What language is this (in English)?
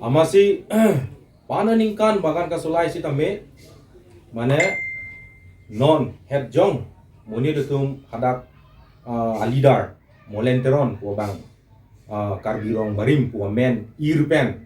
Karbi